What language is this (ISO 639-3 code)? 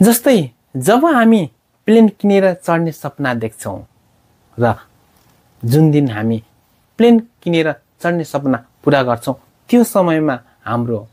nep